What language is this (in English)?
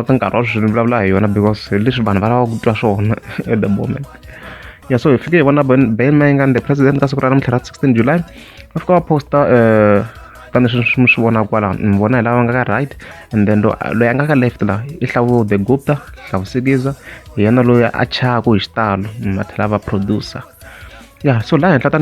Tsonga